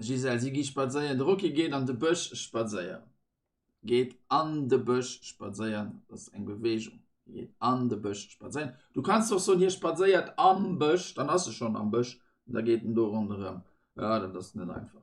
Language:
Luxembourgish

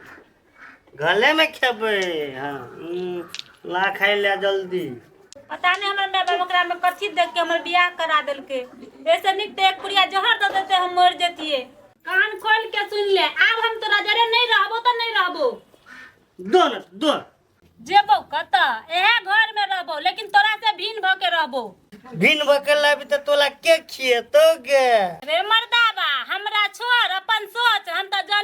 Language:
Maithili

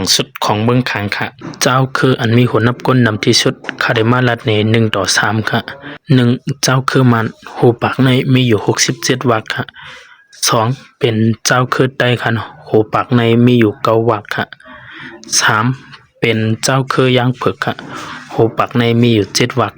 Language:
Shan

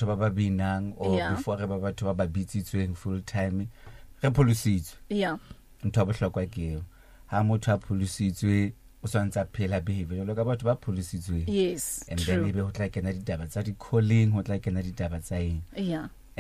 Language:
Southern Sotho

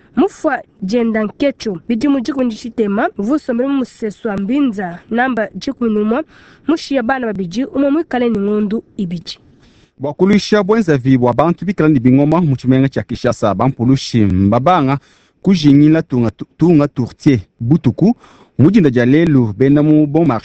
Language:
Luba-Lulua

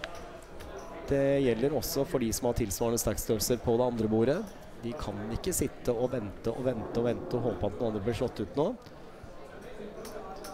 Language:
Norwegian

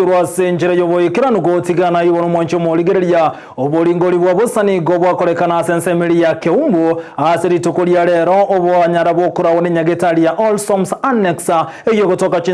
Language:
Gusii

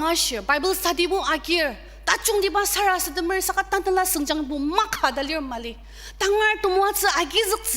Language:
Ao Naga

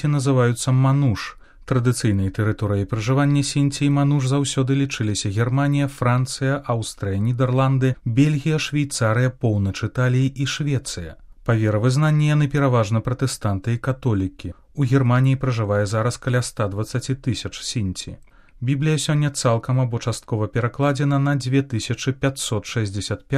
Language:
Belarusian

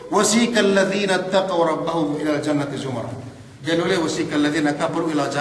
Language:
Yakan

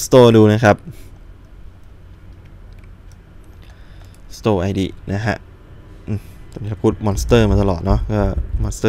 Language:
Thai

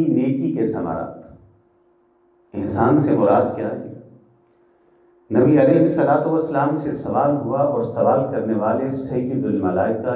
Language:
Urdu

